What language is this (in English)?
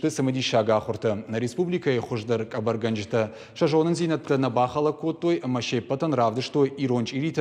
Ossetic